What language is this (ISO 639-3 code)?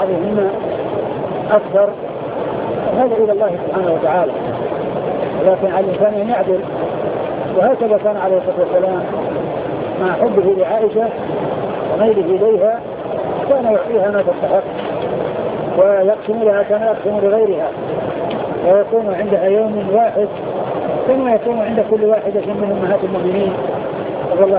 ara